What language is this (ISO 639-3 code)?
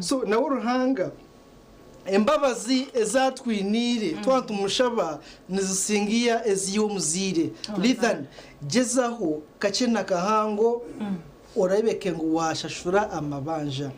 nyn